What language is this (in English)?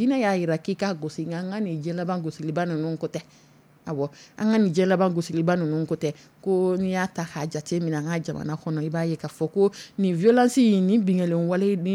Dyula